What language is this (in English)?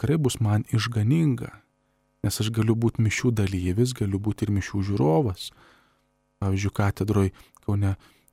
Lithuanian